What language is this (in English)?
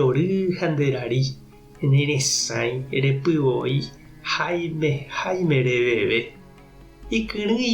Guarani